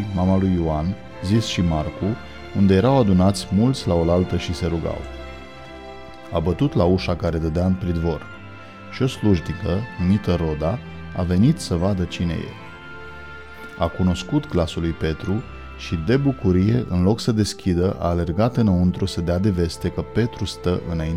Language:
Romanian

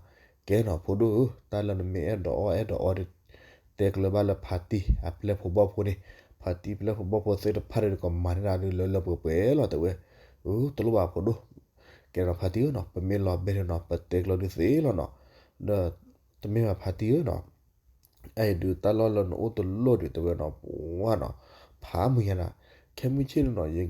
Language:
S'gaw Karen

